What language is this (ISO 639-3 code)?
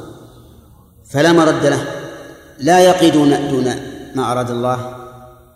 ara